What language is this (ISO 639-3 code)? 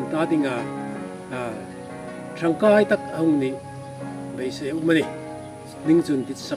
hmr